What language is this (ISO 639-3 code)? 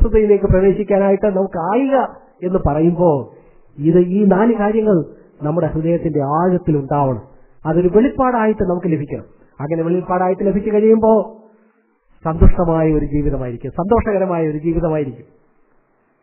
mal